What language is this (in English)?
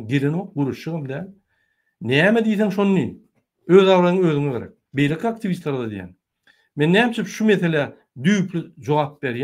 Turkmen